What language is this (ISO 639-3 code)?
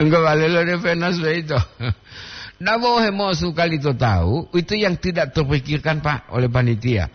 gor